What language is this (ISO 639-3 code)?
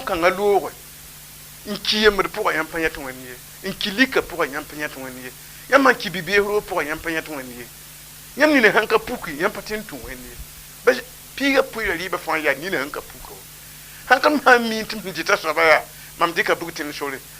mos